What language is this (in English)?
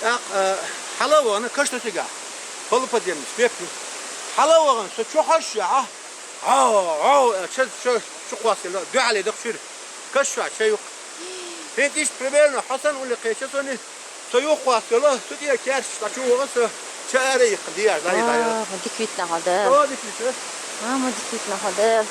Chechen